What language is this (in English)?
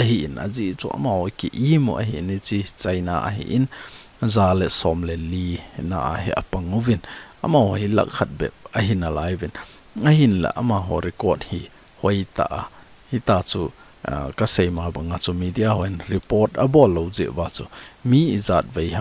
Thado Chin